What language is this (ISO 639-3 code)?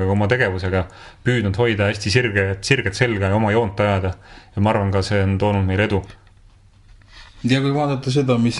est